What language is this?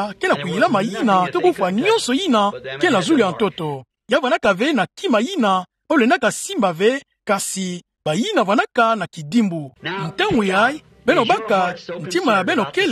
Kituba (Democratic Republic of Congo)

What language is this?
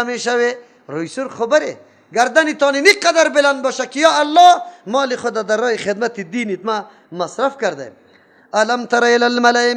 Persian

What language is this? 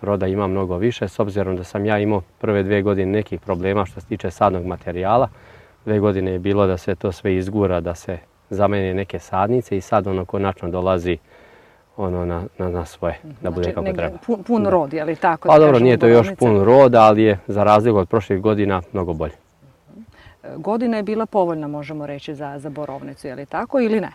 Serbian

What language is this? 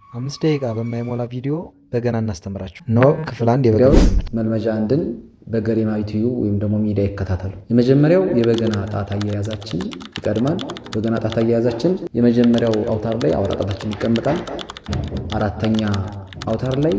Amharic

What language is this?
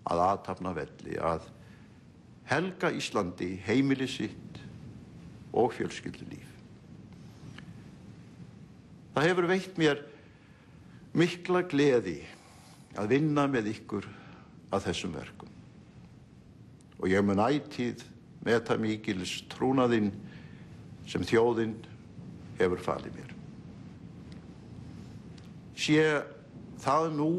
Icelandic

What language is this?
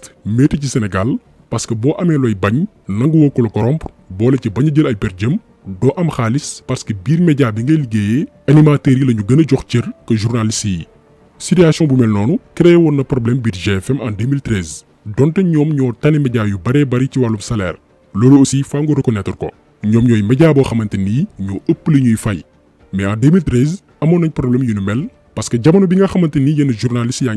Wolof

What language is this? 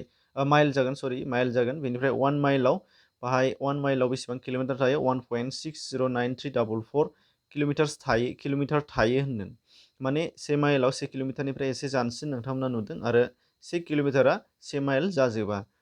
Bodo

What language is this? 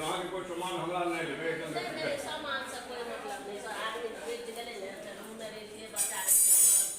Maithili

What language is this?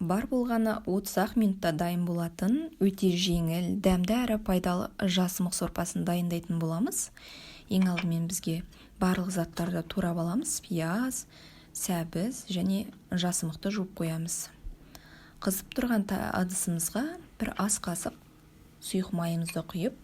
Kazakh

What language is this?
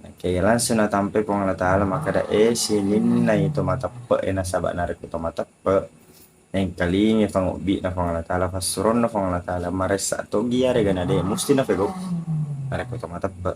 Buginese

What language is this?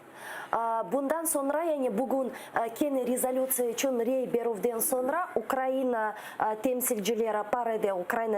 Crimean Tatar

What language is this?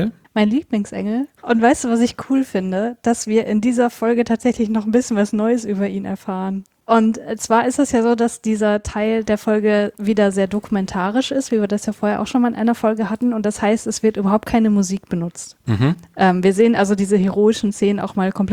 German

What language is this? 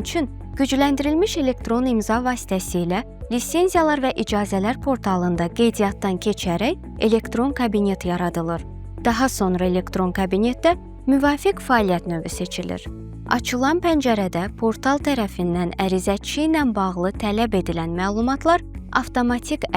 Azerbaijani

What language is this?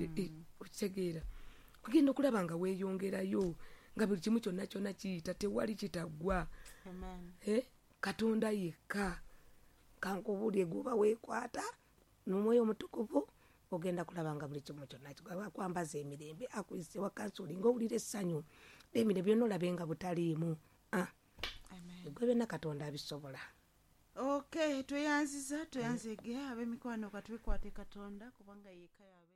Ganda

